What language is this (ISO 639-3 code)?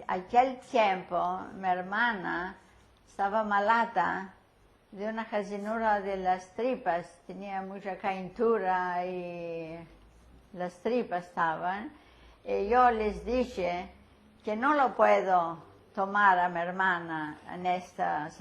lad